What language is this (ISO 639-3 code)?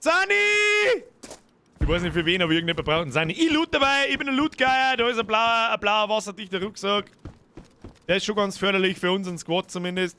bar